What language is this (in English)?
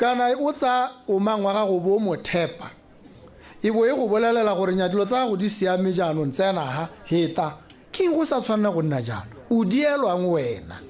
Tswana